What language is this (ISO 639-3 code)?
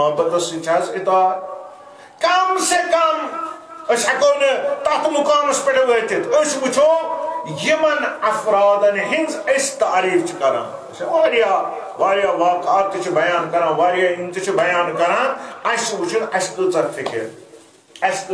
kas